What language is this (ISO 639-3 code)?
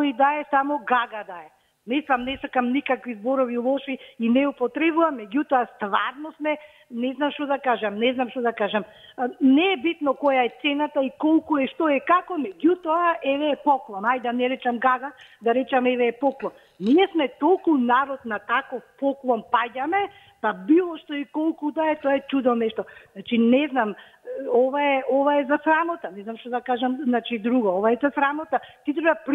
mkd